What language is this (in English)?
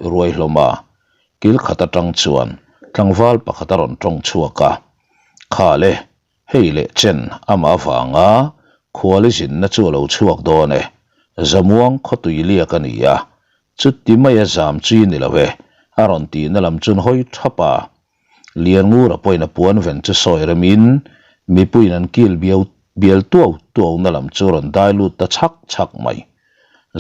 Mizo